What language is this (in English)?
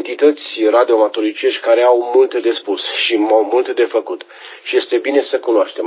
Romanian